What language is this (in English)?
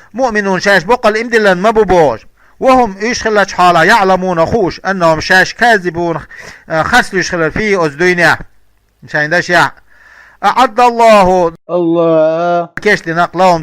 Chechen